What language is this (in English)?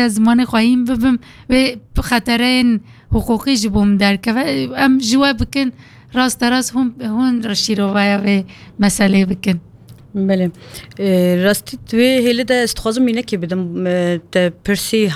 Kurdish